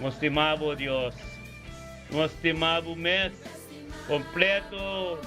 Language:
Papiamento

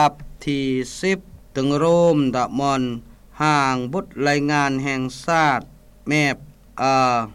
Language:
Lao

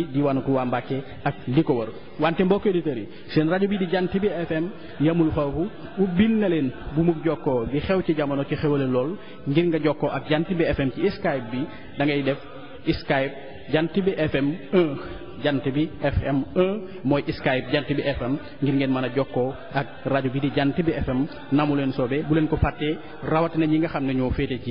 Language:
Wolof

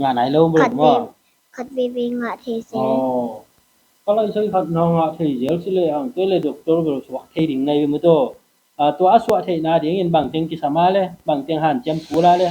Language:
Tedim Chin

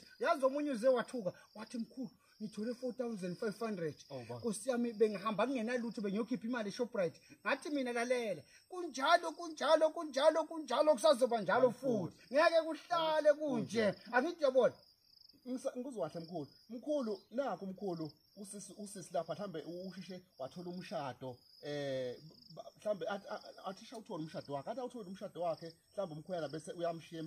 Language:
Zulu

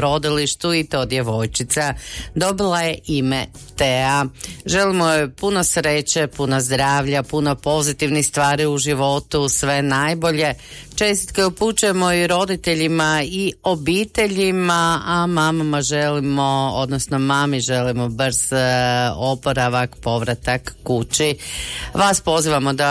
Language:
Croatian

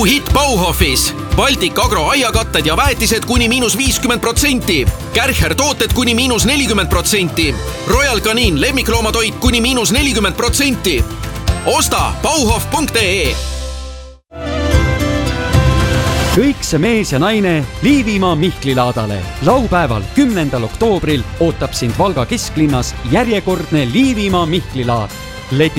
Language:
Estonian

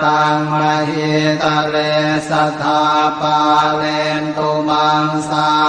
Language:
Pali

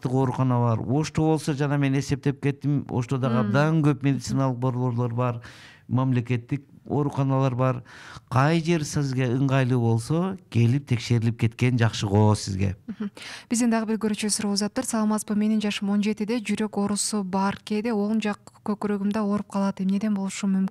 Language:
Kyrgyz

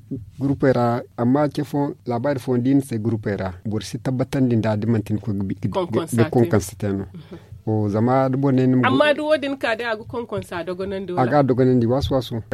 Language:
Zarma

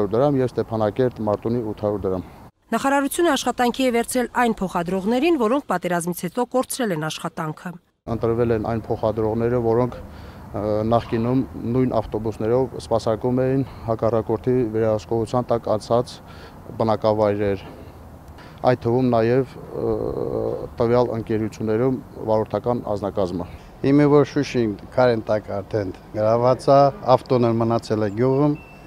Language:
Armenian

